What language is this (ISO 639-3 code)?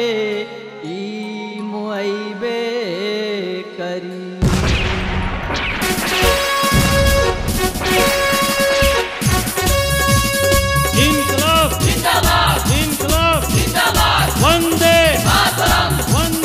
bho